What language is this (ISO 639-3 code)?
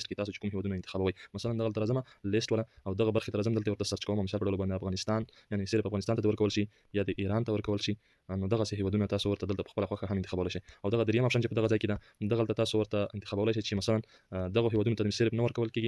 pus